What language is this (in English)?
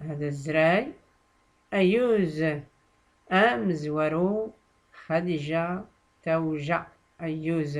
Tachelhit